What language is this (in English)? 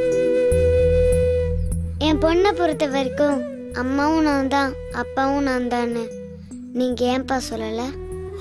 Tamil